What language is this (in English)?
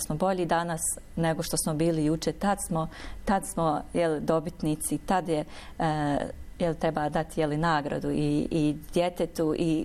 Bosnian